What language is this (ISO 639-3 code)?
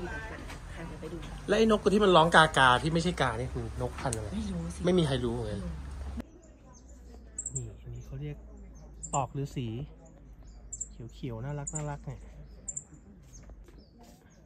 tha